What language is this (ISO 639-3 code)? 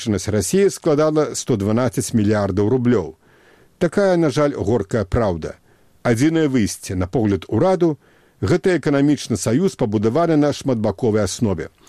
bel